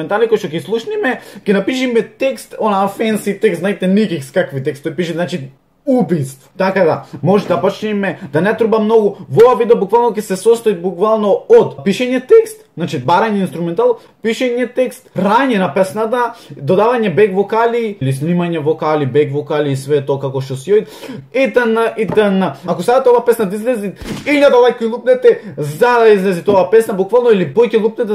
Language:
Macedonian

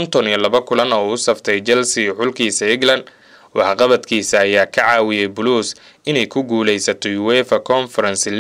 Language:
Somali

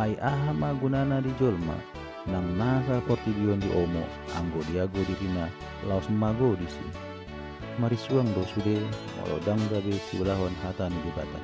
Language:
Batak Toba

